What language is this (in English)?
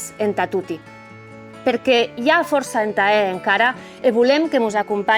Occitan